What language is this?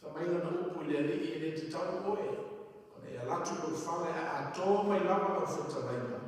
Samoan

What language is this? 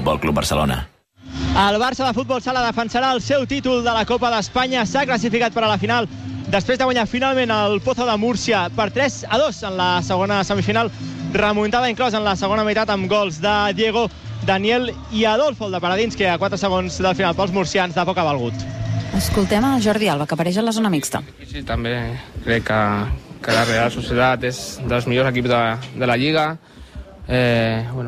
Catalan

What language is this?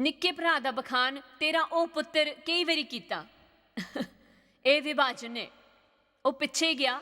Dogri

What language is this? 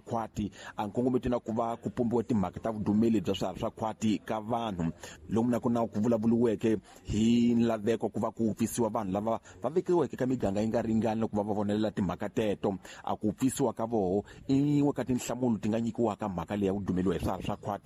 Tsonga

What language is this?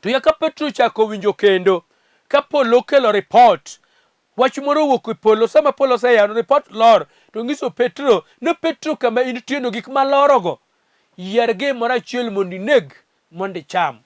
Luo (Kenya and Tanzania)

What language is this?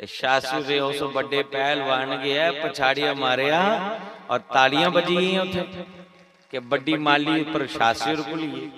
Dogri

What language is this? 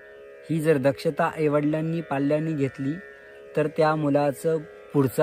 Marathi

